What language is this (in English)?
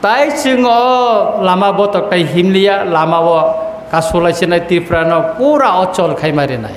Kok Borok